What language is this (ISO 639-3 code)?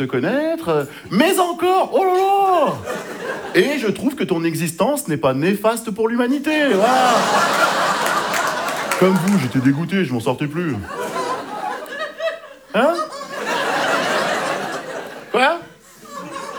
fra